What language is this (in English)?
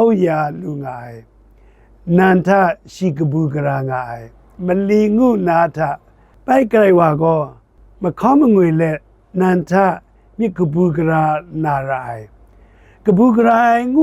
Kachin